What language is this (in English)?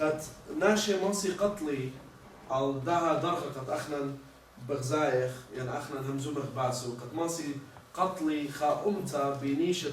Assyrian Neo-Aramaic